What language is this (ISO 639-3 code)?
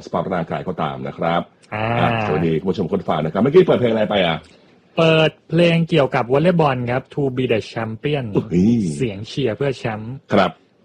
tha